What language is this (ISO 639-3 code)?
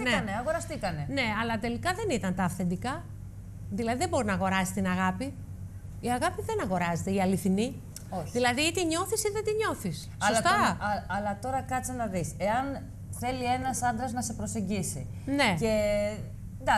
ell